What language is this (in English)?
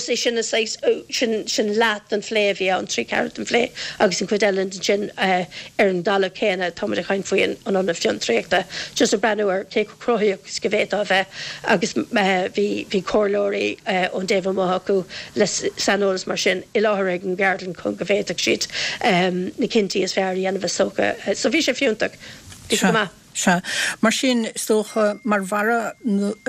Irish